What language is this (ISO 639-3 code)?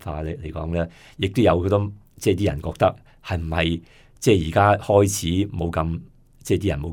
yue